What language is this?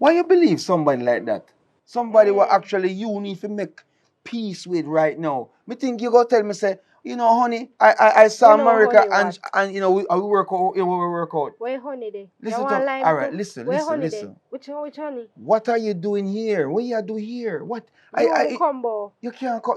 Jamaican Creole English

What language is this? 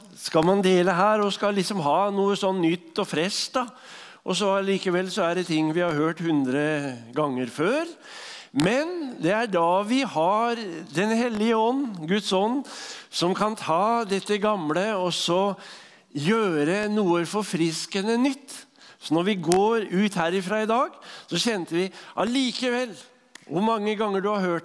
Norwegian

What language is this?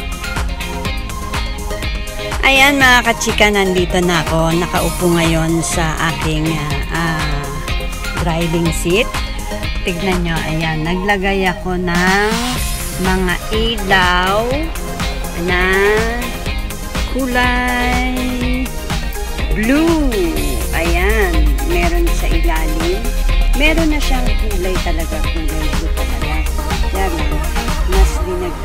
Filipino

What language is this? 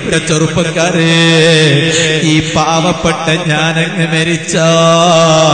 Malayalam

